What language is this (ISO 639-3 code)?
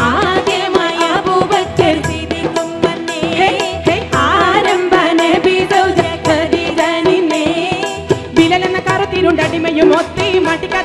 mal